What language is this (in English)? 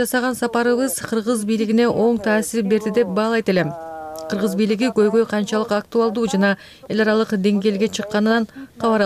Kyrgyz